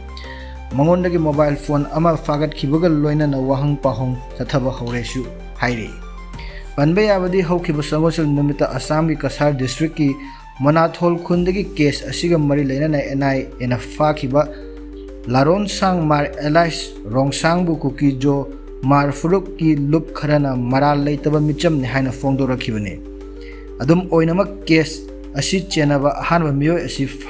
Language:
Manipuri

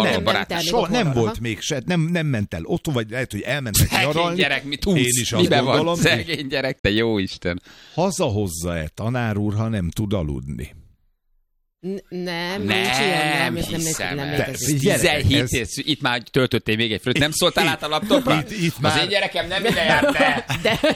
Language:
Hungarian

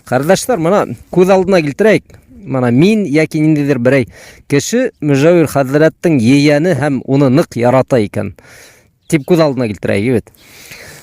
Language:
Bashkir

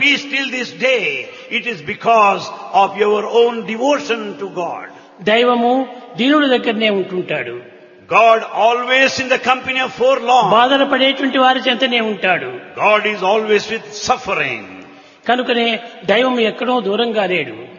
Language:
Telugu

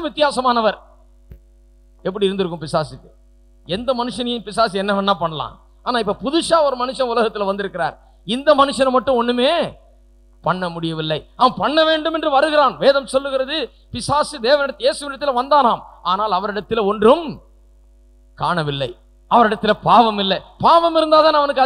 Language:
Tamil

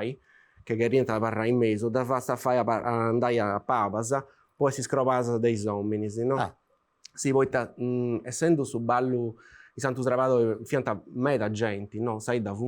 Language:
Sardinian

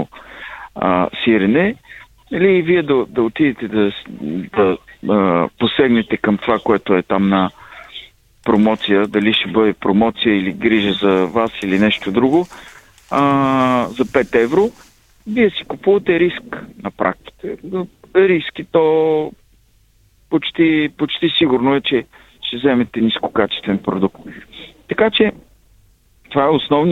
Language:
Bulgarian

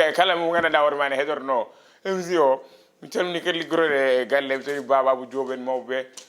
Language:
Fula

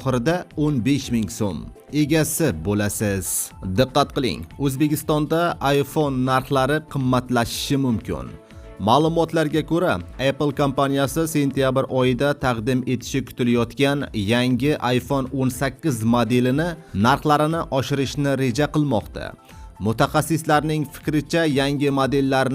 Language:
Uzbek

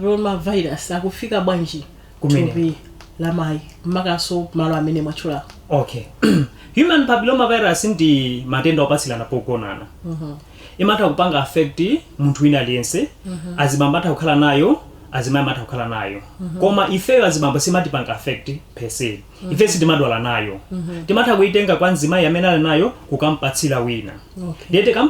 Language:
Nyanja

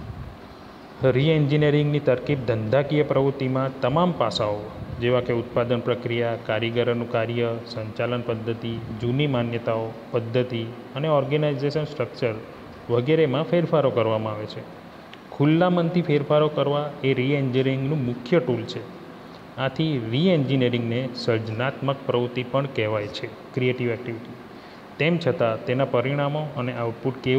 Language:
Gujarati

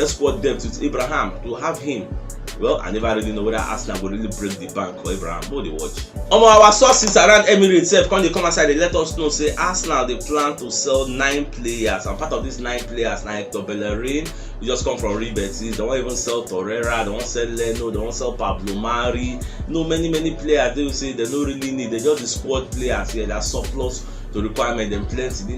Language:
Nigerian Pidgin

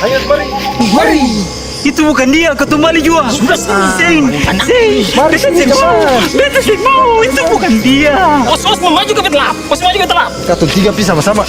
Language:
Ambonese Malay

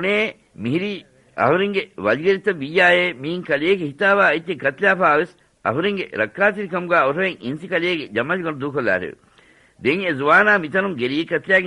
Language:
Divehi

